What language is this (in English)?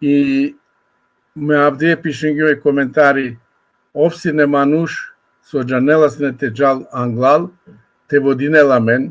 Balkan Romani